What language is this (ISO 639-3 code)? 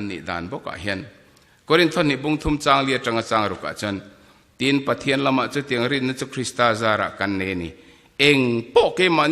lus